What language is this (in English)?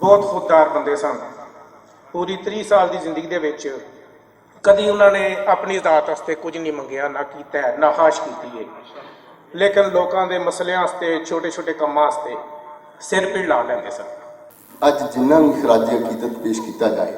Western Panjabi